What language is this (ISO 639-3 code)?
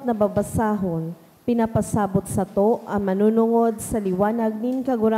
bik